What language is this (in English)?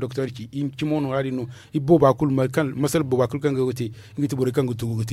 Zarma